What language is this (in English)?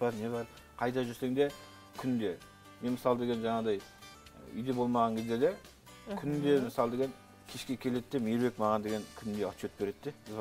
Kazakh